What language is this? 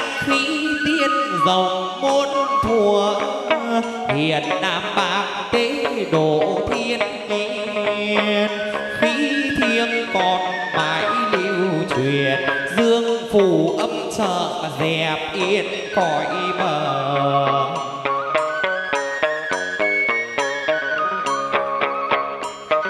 Vietnamese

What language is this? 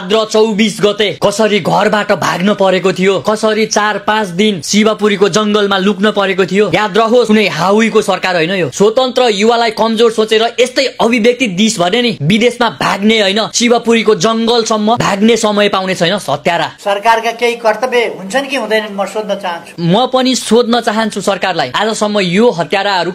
Nepali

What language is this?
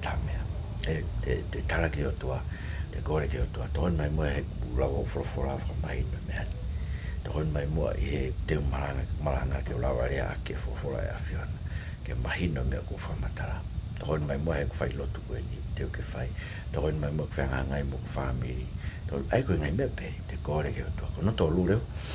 Tongan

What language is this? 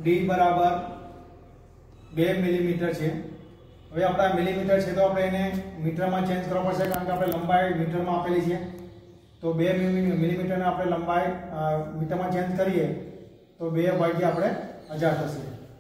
Gujarati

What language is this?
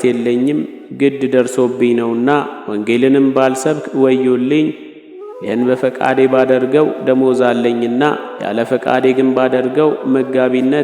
Amharic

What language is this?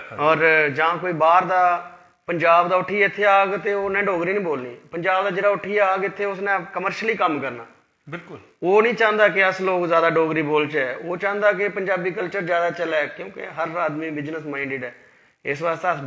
Dogri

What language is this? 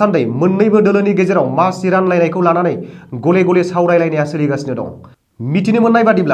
Bodo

